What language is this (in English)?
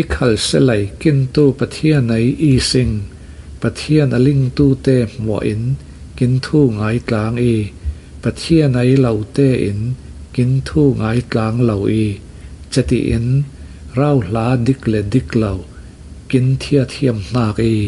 Falam Chin